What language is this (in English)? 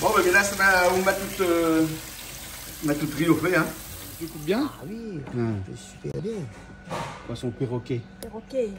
Réunion Creole French